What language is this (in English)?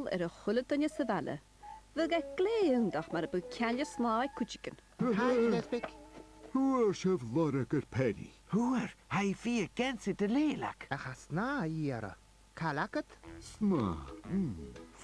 Scottish Gaelic